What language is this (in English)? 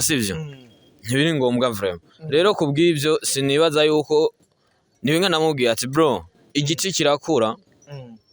Rundi